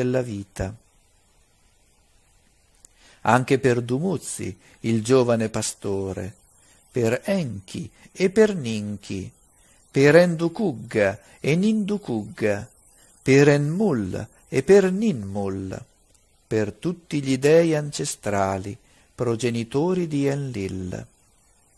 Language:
Italian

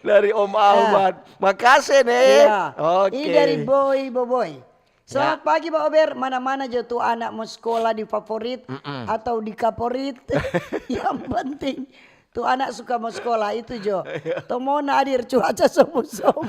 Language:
Manado Malay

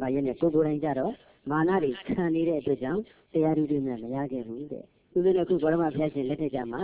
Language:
Burmese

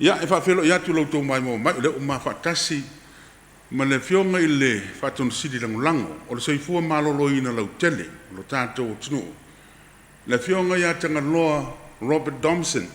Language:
Samoan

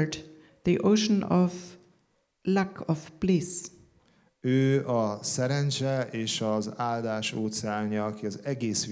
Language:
Hungarian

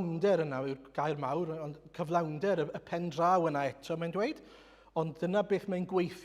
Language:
Welsh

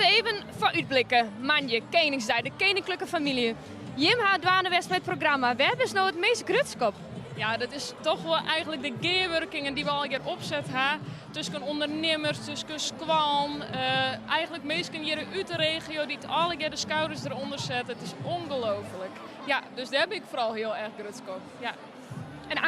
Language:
Western Frisian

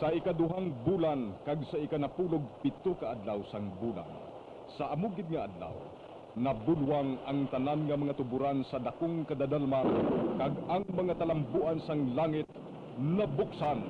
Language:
Hiligaynon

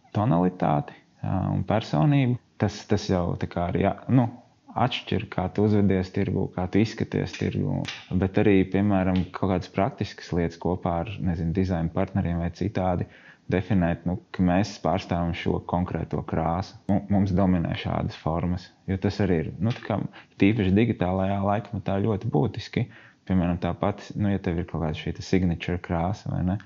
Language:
Latvian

